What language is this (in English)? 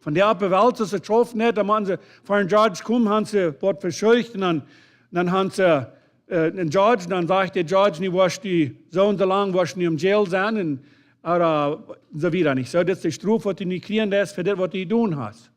Plautdietsch